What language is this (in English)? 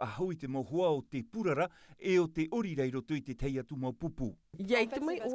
Tahitian